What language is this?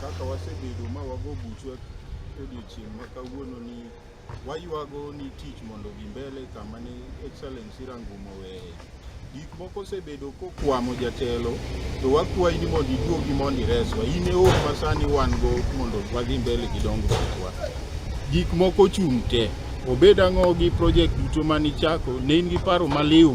Luo (Kenya and Tanzania)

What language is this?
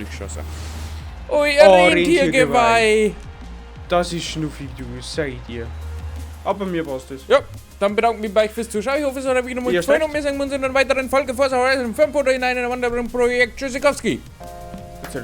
Bavarian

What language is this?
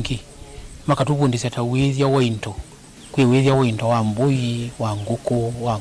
Kamba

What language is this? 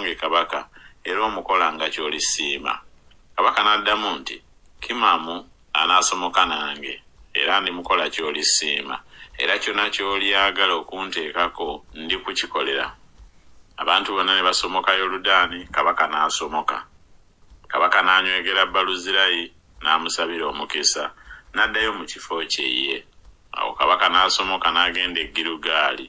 Ganda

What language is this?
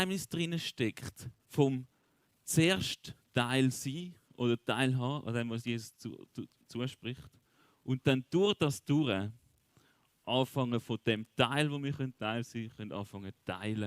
Swiss German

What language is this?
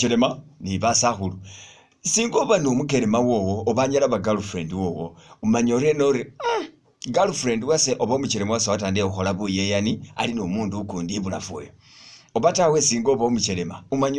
Masaaba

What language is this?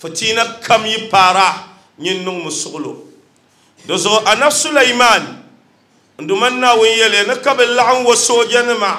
Dagbani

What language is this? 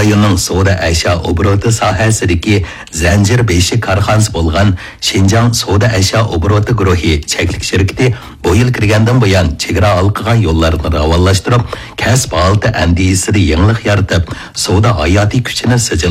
Uyghur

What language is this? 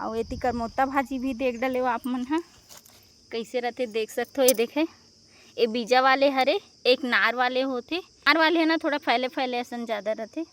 Chhattisgarhi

